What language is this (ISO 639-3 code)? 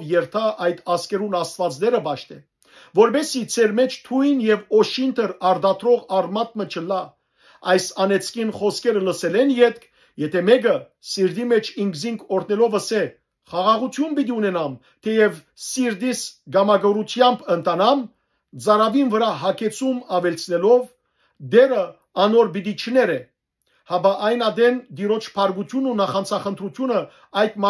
hyw